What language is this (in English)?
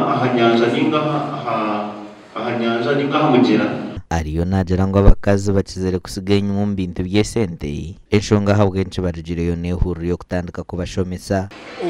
Nyankole